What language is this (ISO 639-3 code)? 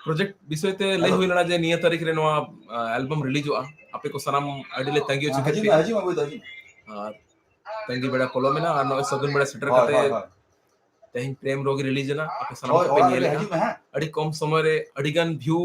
sat